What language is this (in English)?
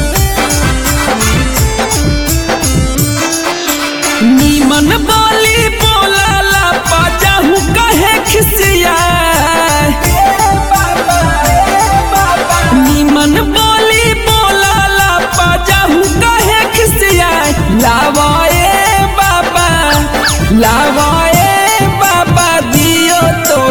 Bhojpuri